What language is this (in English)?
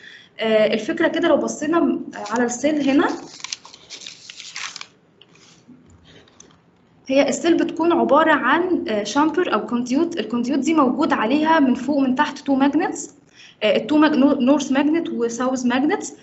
Egyptian Arabic